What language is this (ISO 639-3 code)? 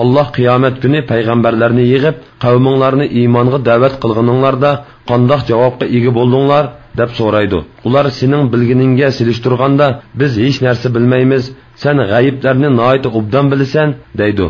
uig